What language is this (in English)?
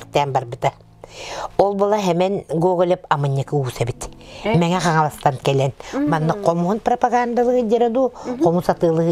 Yakut